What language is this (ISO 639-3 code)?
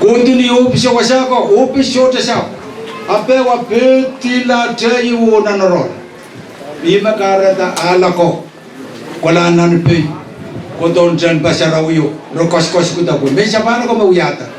pon